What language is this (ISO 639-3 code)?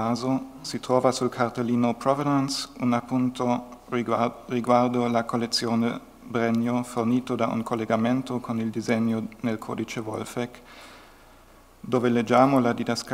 ita